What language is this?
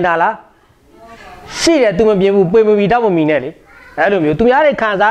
Burmese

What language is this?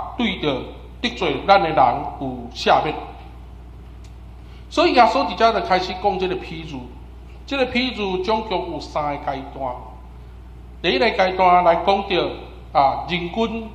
Min Nan Chinese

